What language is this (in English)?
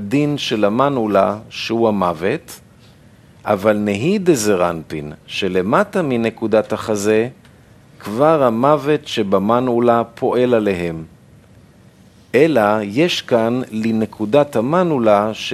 Hebrew